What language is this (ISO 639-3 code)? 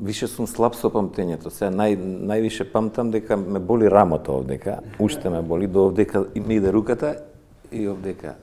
mkd